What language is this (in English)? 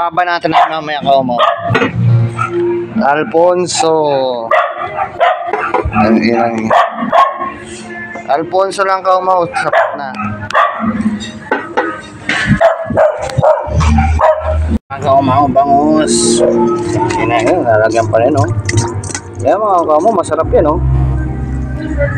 Filipino